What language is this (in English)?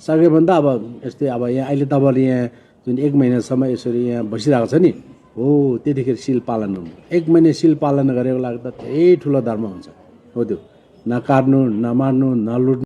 Nepali